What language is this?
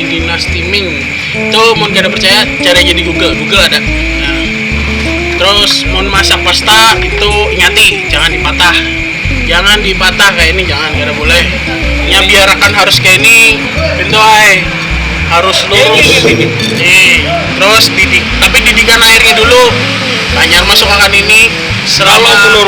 Banjar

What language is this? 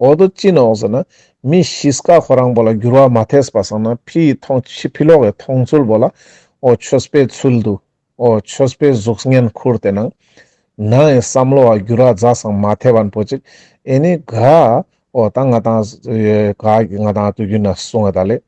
Ladakhi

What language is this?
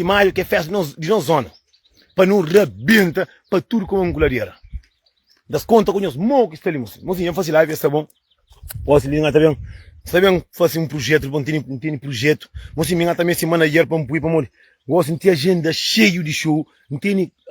Kabuverdianu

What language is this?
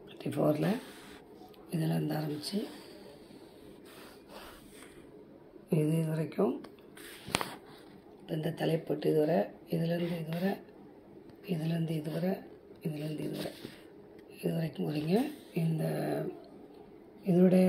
Tamil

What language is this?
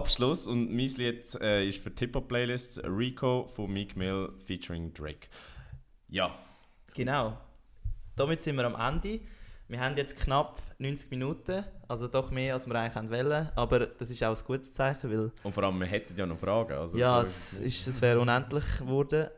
Swiss German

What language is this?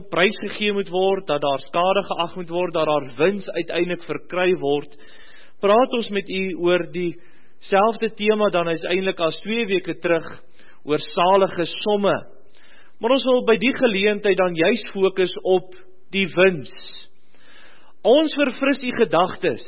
Afrikaans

